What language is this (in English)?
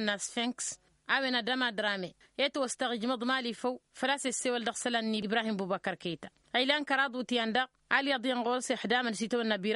Tamasheq